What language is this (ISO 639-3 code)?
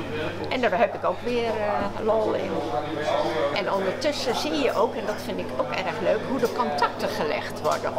nld